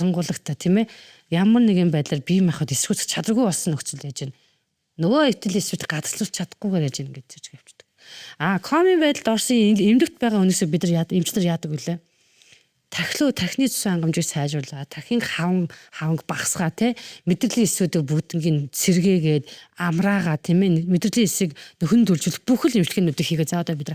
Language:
Mongolian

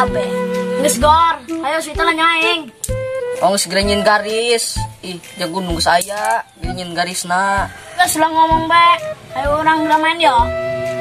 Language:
Sundanese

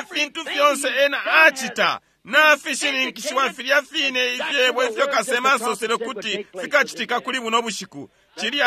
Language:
Bemba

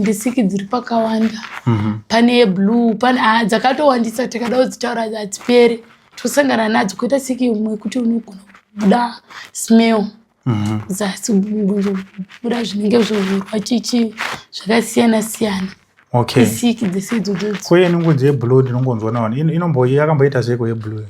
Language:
Shona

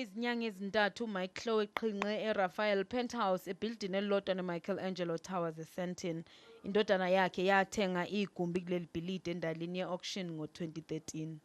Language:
Zulu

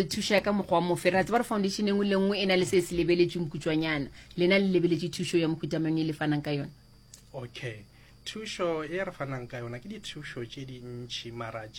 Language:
Northern Sotho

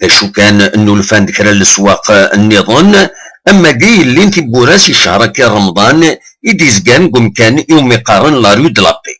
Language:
Kabyle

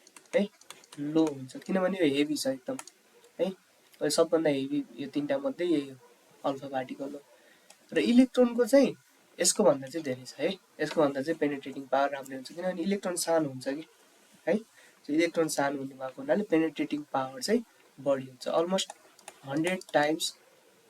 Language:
Nepali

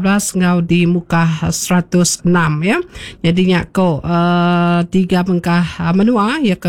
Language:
Iban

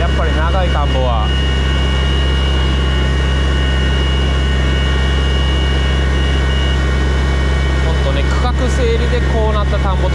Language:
Japanese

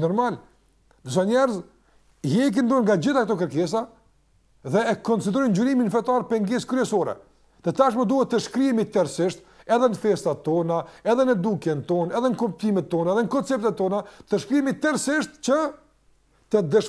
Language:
Albanian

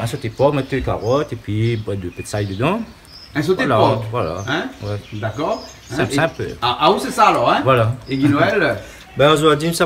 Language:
Réunion Creole French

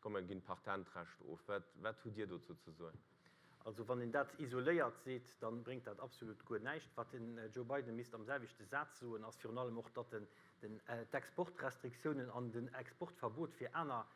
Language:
Luxembourgish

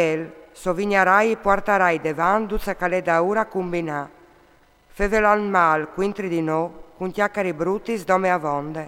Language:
Friulian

